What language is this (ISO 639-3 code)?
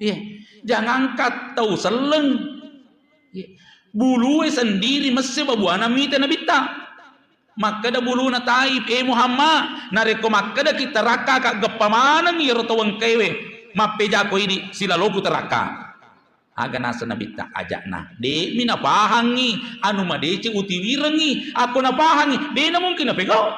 bug